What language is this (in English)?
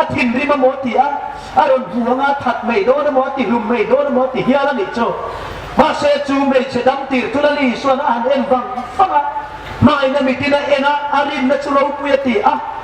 Hmar